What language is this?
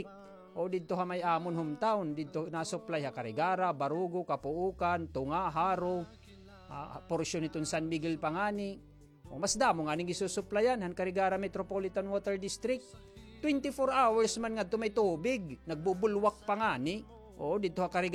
Waray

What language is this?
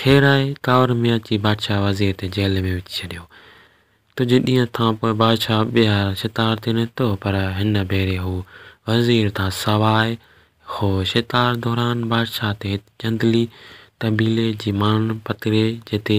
Sindhi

